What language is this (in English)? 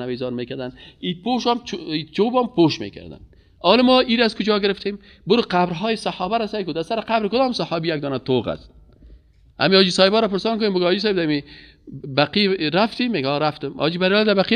Persian